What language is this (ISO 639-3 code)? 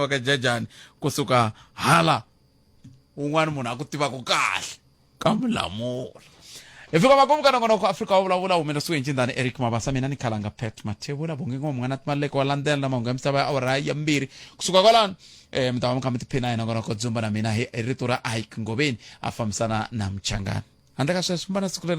tso